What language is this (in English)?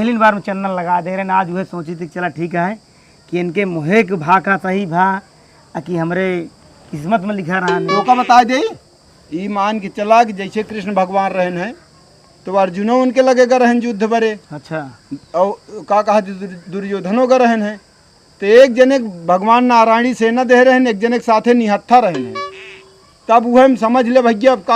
Awadhi